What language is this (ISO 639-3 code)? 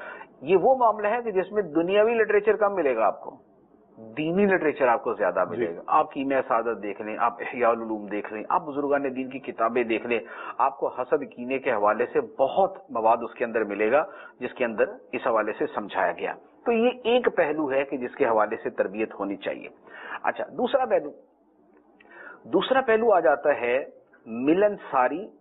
urd